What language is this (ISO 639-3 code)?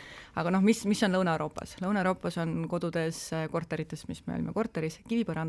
est